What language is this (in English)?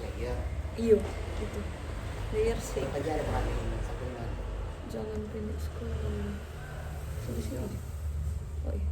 Manado Malay